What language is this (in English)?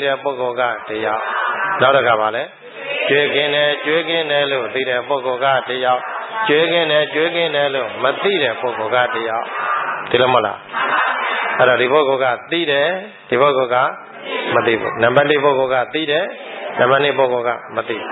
Burmese